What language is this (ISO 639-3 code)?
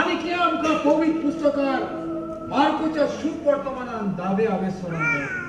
kok